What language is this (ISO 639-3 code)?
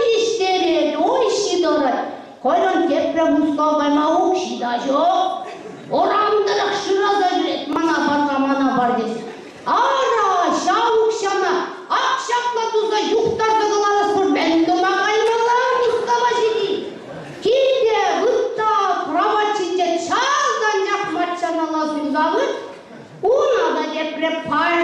chv